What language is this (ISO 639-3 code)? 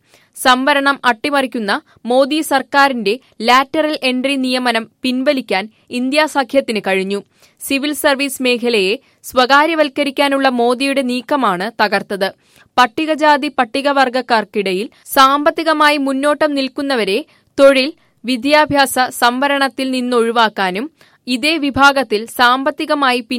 mal